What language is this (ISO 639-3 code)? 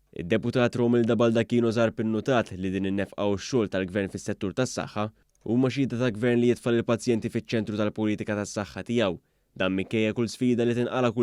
mlt